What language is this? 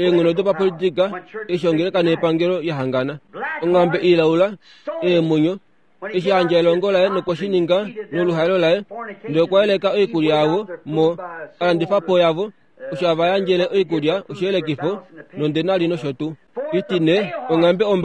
Kuanyama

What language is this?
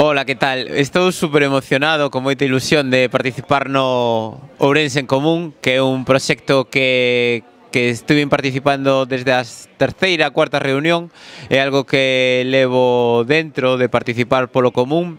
Galician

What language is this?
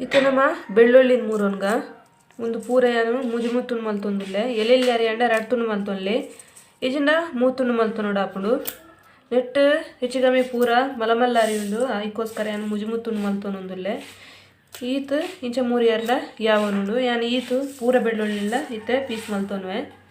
Tulu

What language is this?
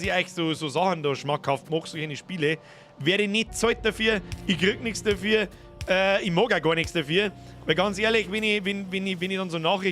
Bavarian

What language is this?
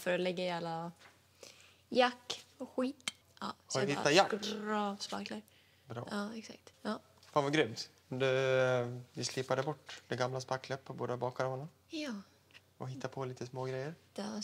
Swedish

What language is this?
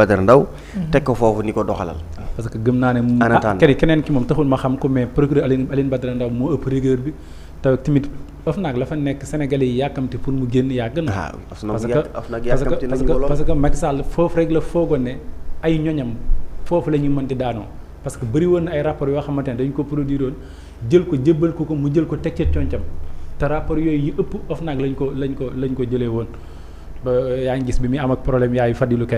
Wolof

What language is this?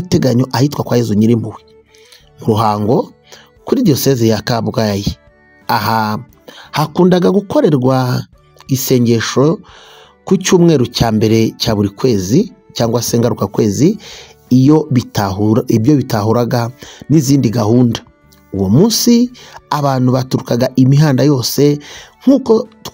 Kinyarwanda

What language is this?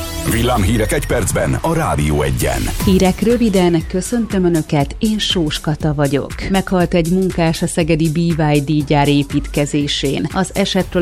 Hungarian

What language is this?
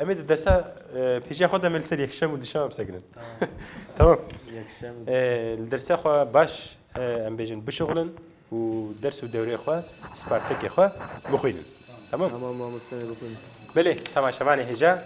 Kurdish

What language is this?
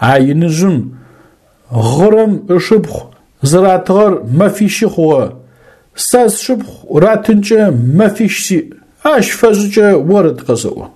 Adyghe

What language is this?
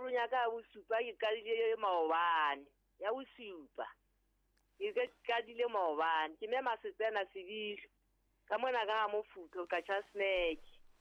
Southern Sotho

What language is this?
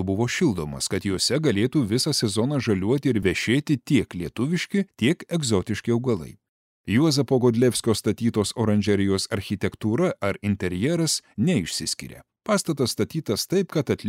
Lithuanian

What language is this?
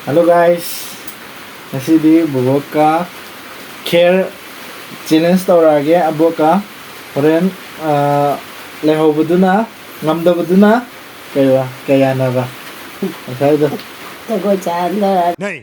Manipuri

